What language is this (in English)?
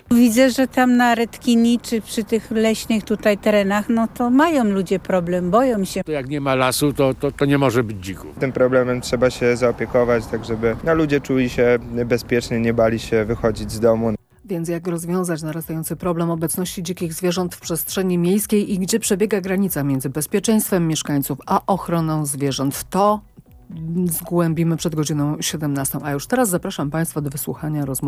Polish